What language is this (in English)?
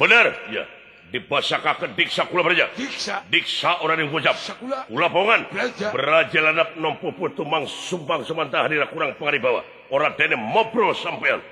Sundanese